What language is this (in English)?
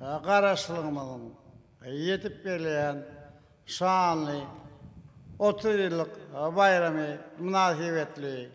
Turkmen